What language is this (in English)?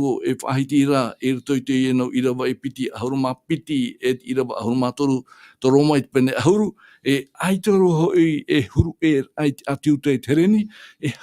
Tahitian